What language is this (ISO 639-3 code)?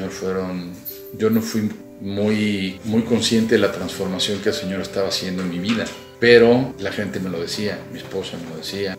spa